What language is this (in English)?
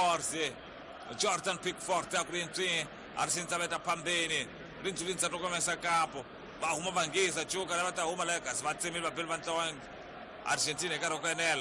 Tsonga